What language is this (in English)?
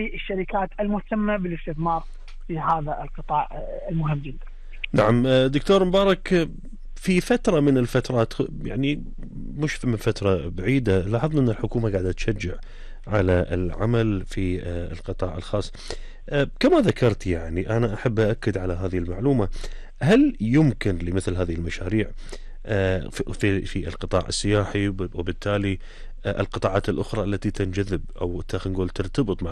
Gulf Arabic